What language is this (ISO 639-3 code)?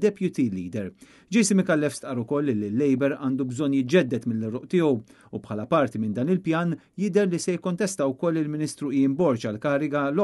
mlt